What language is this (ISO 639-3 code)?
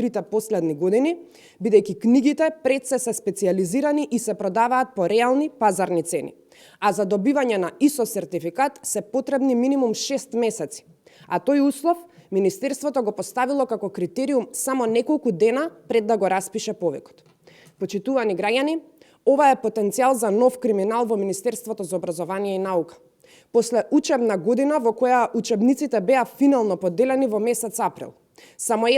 mkd